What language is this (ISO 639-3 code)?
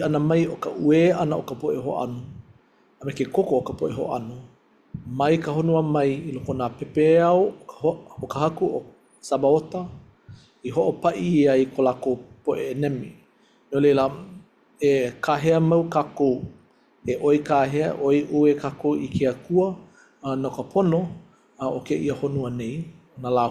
haw